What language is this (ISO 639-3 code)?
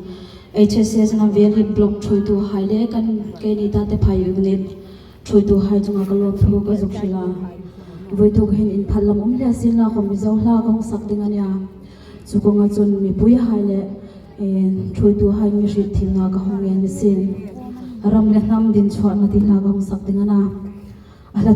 hmr